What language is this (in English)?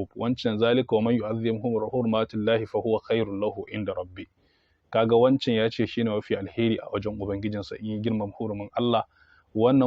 Hausa